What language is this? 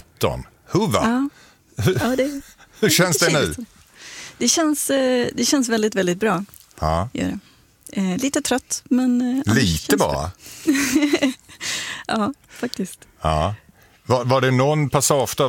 Swedish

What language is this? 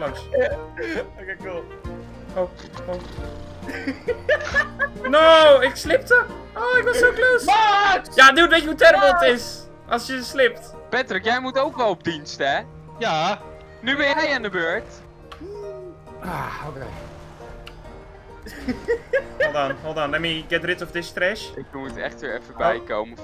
Dutch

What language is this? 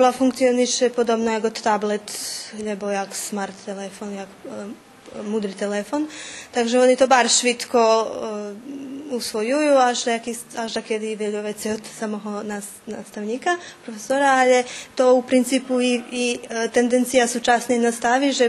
Rusyn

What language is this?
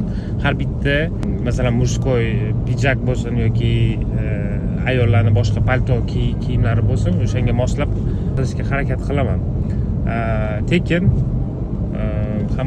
Uzbek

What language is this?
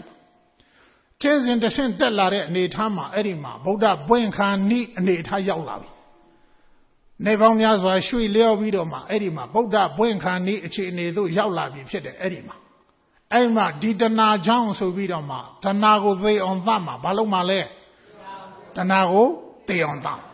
Burmese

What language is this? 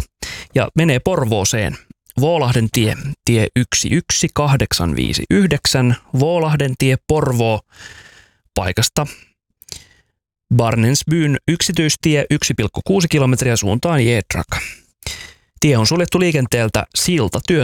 Finnish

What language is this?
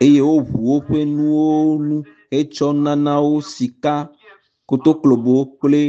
Ewe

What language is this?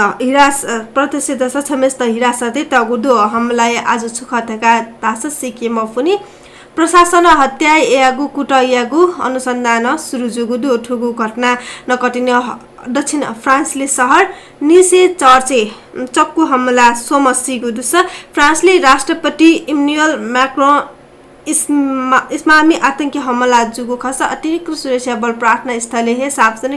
Newari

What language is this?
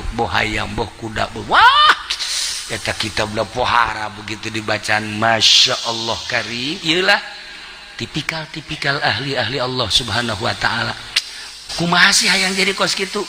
Sundanese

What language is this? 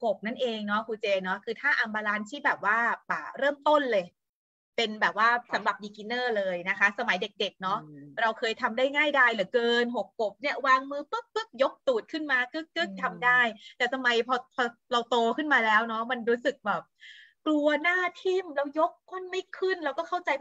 Thai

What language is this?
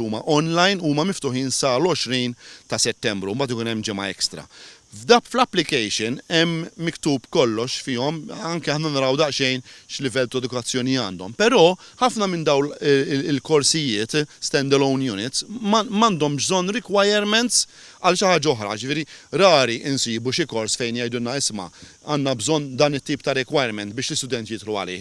Maltese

